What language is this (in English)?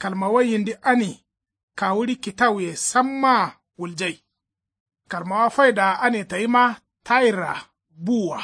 Kanuri